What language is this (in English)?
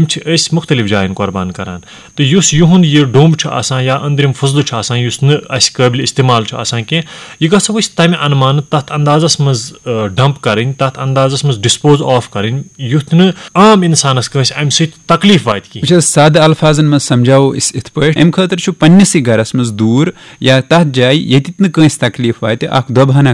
Kashmiri